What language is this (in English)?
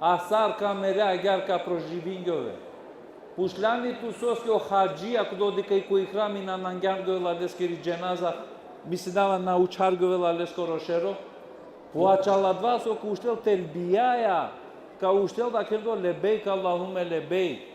Balkan Romani